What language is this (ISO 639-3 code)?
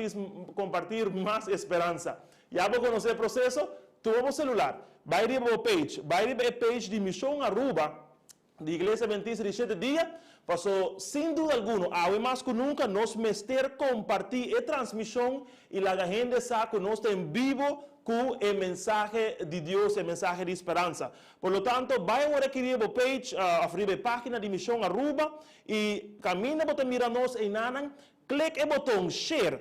pap